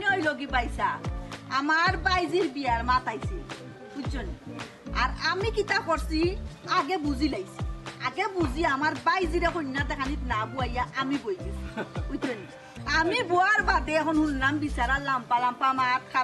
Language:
Sylheti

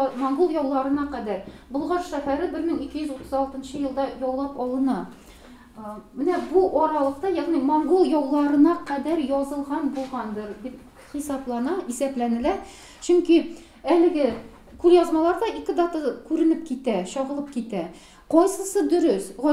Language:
Tatar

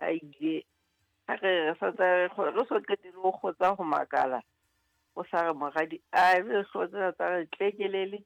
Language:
Southern Sotho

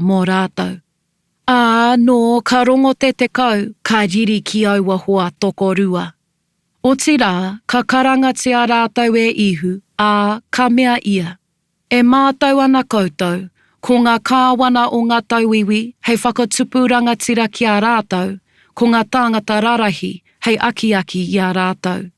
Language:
Māori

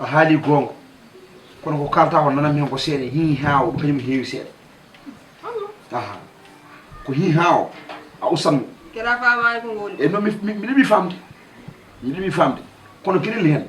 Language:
Fula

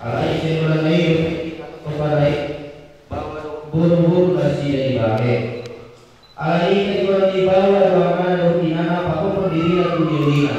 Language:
Batak Toba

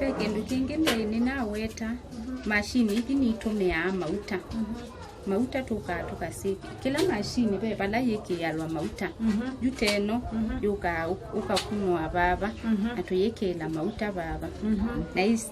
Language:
Kamba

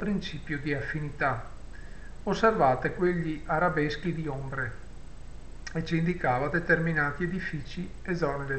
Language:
Italian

